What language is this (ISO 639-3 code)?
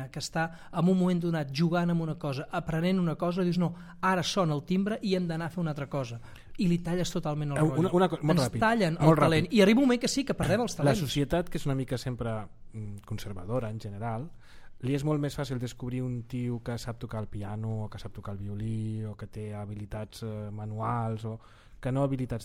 cat